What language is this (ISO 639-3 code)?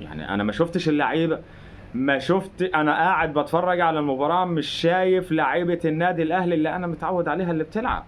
arz